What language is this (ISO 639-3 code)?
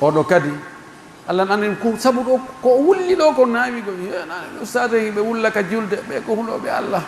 fuf